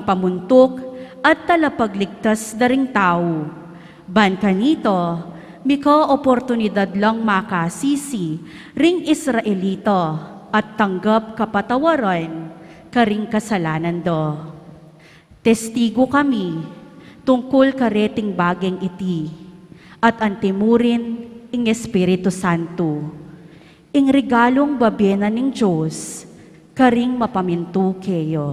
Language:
Pampanga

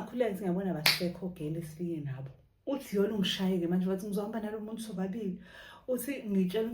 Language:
Zulu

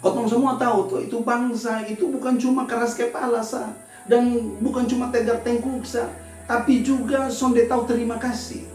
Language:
Kupang Malay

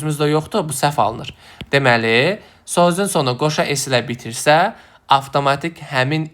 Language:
Azerbaijani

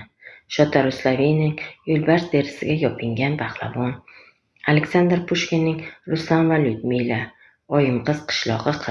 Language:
Uzbek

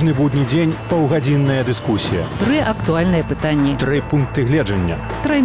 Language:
Belarusian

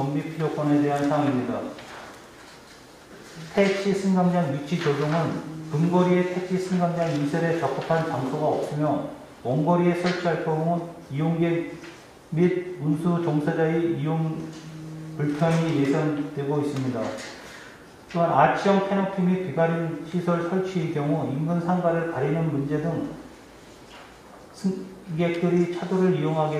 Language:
Korean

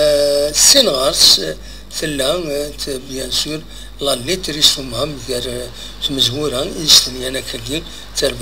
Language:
Kabyle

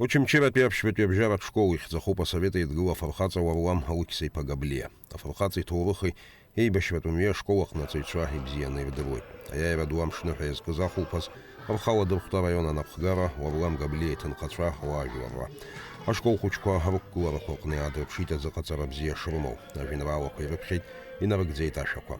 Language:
Abkhazian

